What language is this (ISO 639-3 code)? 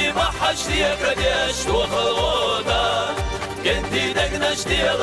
che